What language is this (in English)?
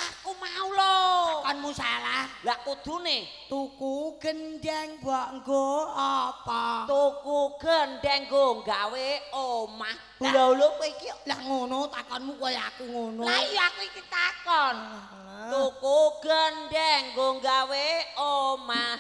Javanese